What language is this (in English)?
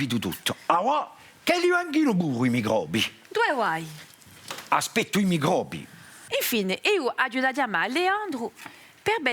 Corsican